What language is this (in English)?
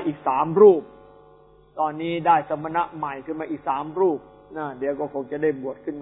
Thai